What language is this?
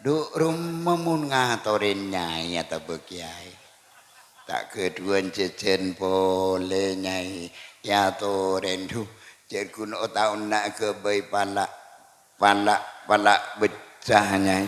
Madurese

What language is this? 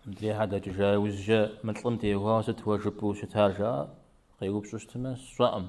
Kabardian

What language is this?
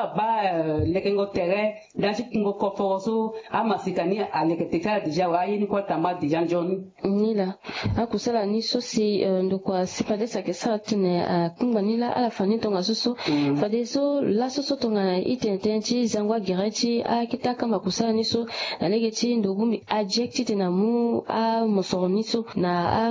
Sango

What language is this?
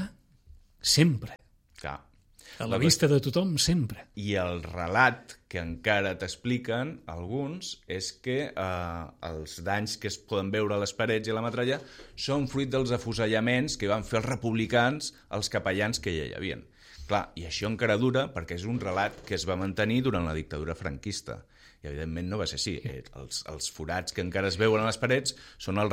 Catalan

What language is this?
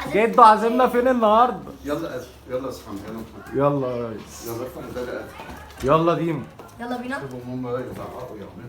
Egyptian Arabic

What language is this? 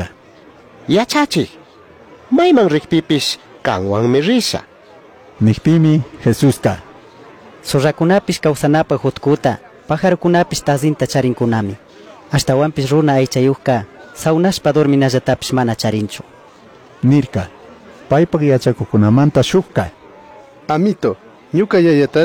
Chimborazo Highland Quichua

